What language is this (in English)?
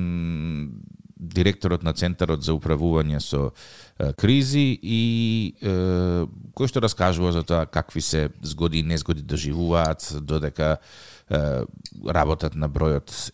Macedonian